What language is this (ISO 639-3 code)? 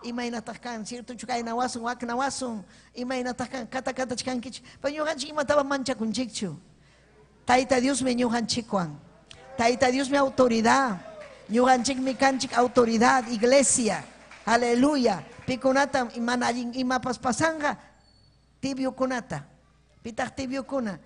quy